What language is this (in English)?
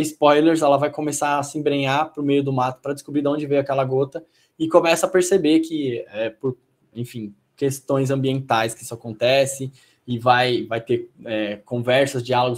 Portuguese